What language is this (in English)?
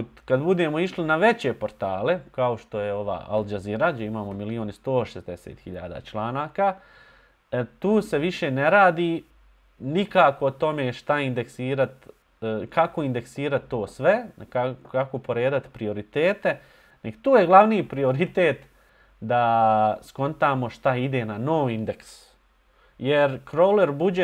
Bosnian